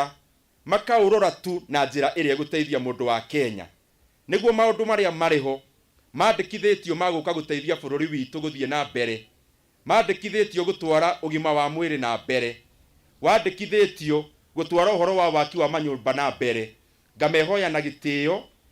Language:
Kikuyu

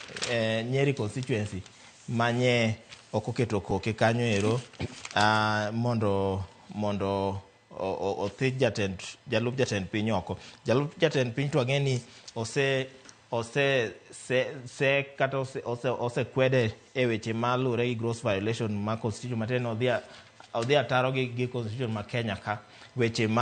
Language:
Luo (Kenya and Tanzania)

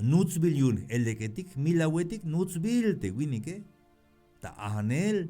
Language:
Tzeltal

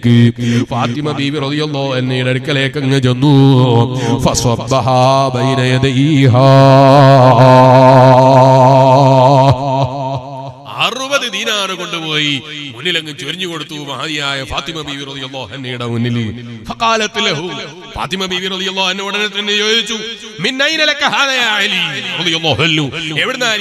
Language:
Malayalam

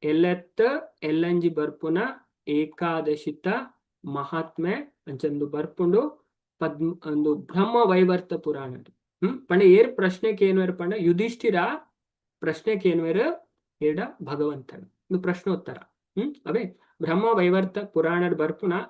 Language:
Tulu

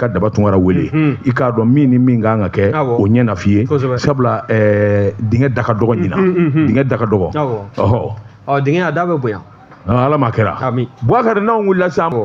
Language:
Bambara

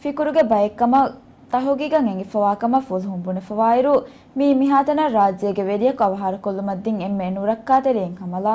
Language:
Divehi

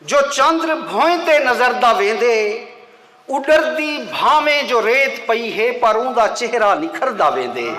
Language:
Saraiki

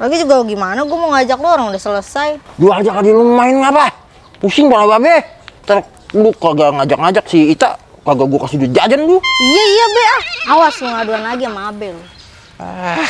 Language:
Betawi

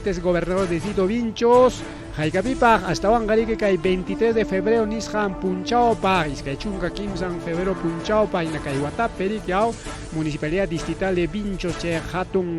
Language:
Ayacucho Quechua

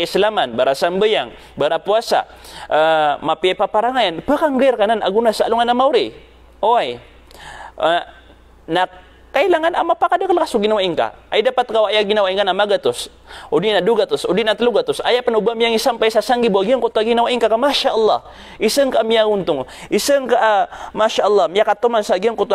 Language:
Maranao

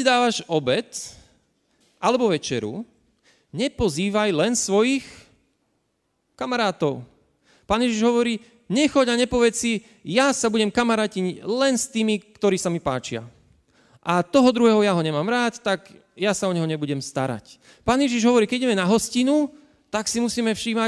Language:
Slovak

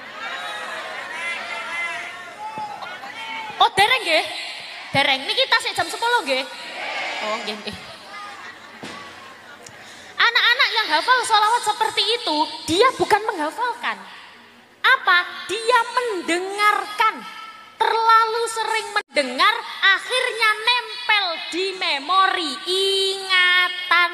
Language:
Indonesian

